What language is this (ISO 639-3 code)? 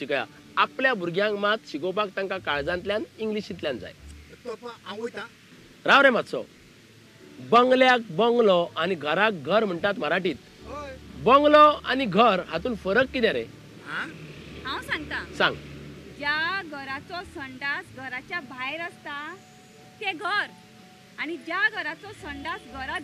kok